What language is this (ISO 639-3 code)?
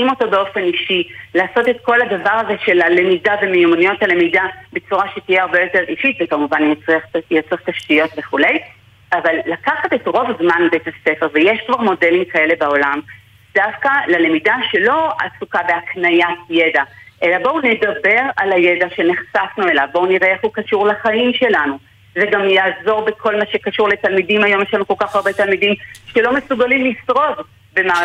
heb